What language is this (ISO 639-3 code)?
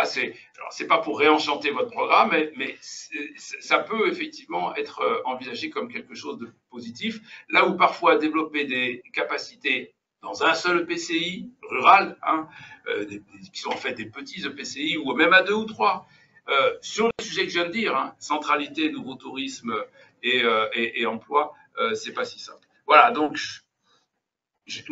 fra